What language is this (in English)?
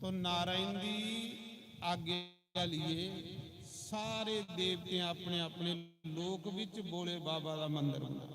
Dogri